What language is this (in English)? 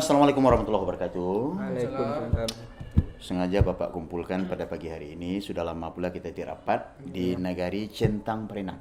Minangkabau